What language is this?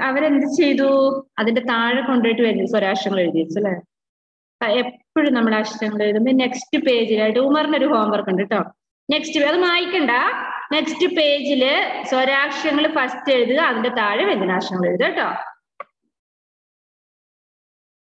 Malayalam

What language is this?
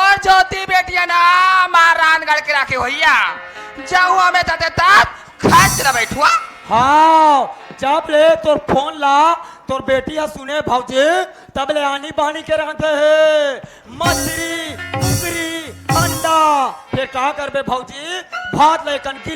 Chhattisgarhi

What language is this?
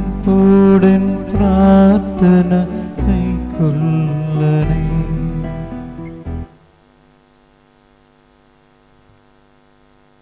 Malayalam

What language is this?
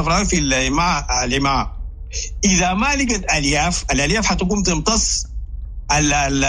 Sudanese Arabic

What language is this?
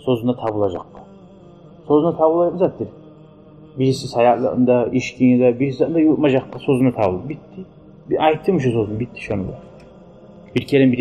Kumyk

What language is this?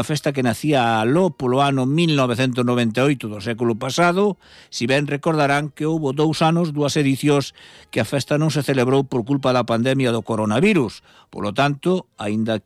Galician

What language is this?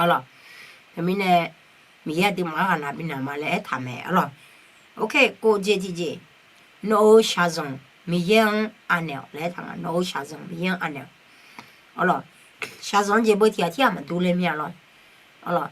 Akha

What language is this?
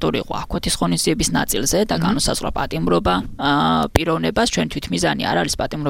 Georgian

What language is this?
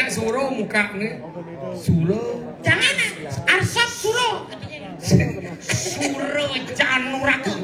Balinese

